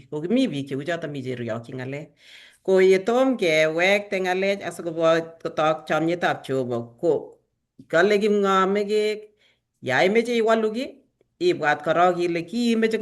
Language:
Kalenjin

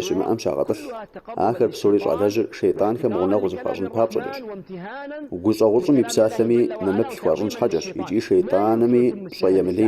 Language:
Kabardian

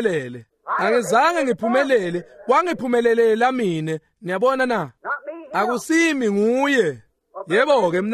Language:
Swati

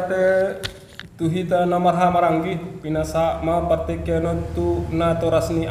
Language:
Batak Toba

